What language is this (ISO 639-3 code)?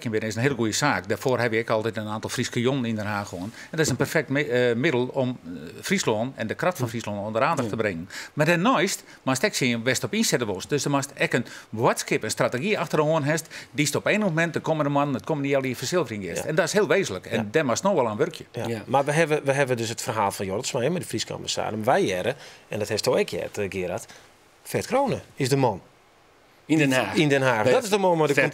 fry